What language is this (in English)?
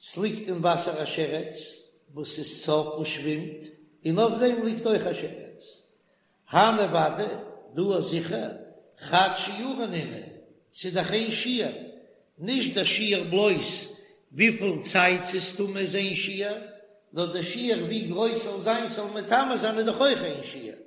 Yiddish